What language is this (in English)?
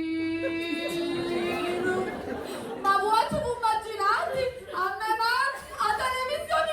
Sicilian